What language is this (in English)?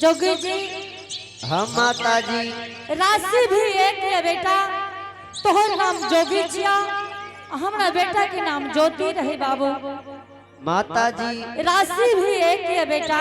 Angika